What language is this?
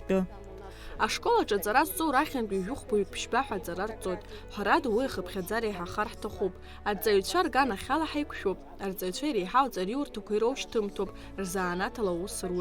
Abkhazian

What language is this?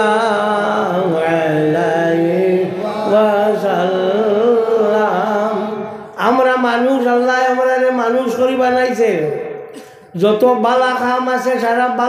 Sylheti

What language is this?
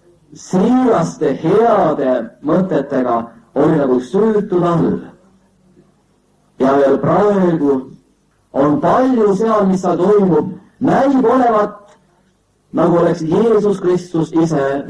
Estonian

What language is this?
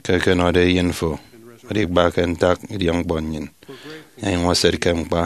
Efik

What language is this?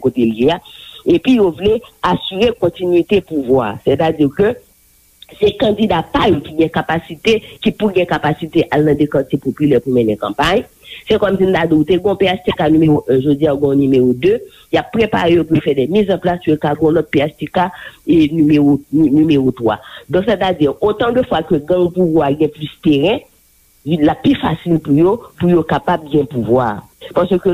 Haitian Creole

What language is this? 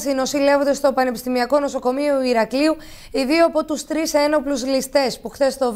Greek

